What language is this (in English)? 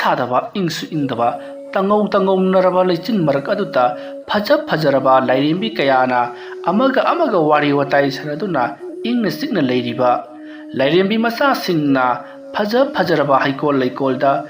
Manipuri